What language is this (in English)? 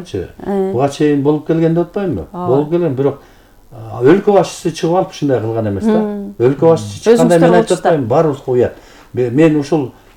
Kyrgyz